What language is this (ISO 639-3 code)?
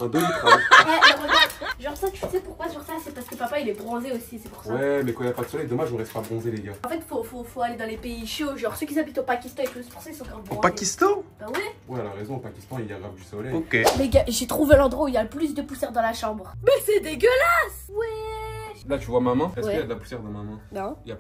fra